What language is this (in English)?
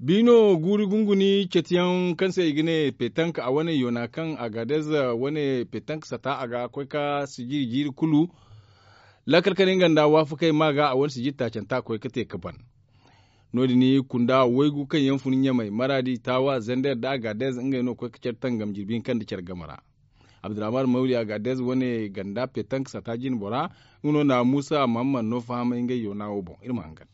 Zarma